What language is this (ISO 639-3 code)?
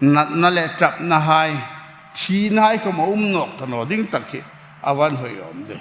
hmr